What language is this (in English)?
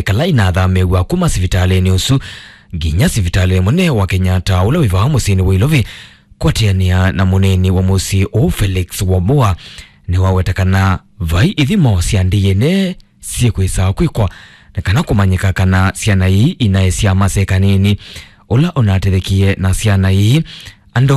Kamba